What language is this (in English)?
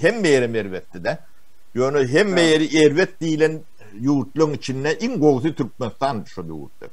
Turkmen